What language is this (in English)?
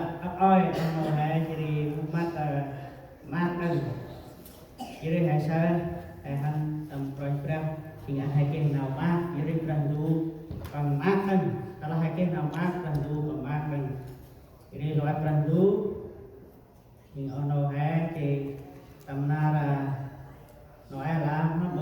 Central Mnong